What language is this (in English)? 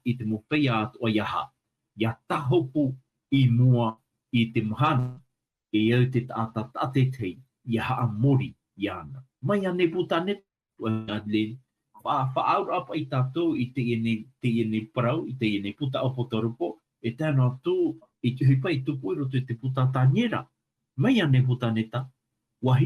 Tahitian